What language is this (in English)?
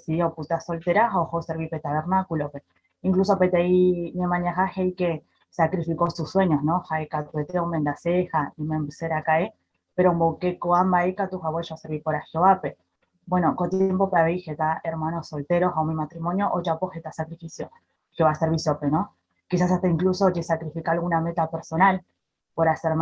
Guarani